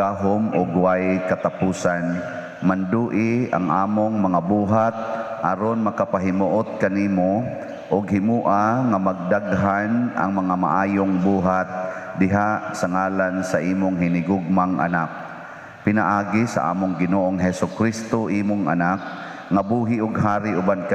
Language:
Cebuano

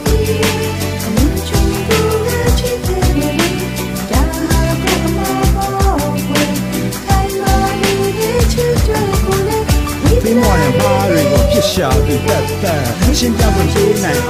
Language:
Burmese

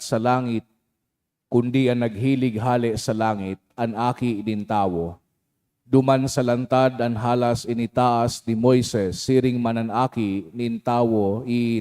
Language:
Bikol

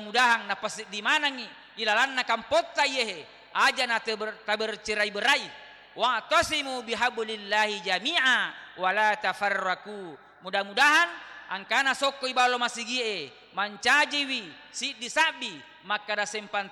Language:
Buginese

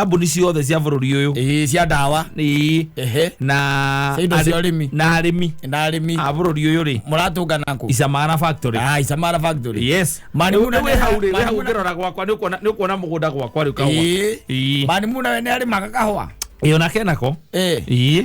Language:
Kikuyu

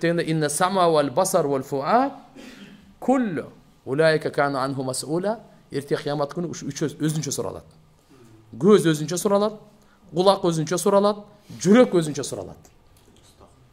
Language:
Kyrgyz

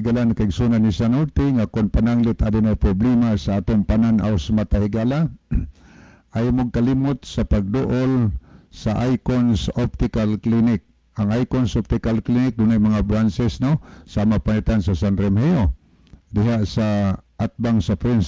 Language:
Cebuano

